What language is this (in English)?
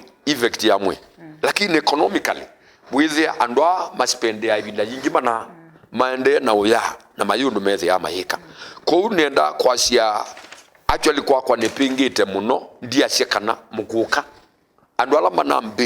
Kamba